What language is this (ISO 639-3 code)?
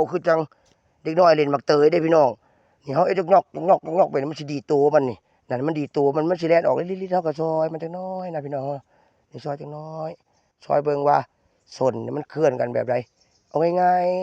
tts